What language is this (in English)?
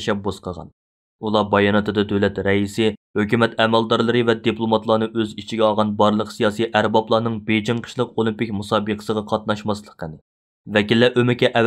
Uyghur